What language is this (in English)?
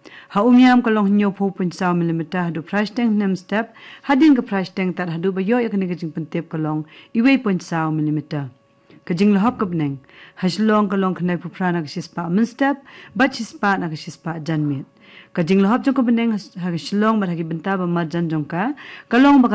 Khasi